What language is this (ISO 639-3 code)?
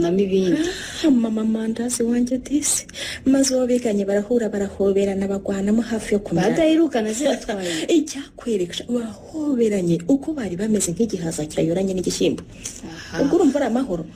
kin